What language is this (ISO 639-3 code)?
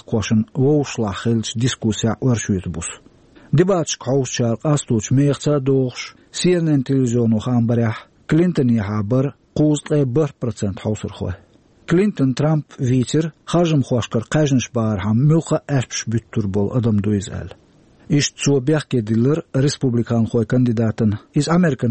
che